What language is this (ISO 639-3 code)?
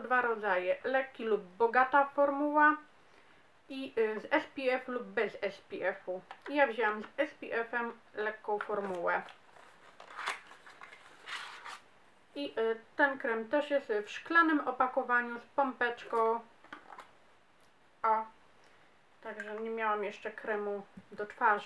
pol